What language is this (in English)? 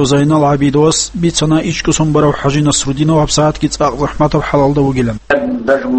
Avaric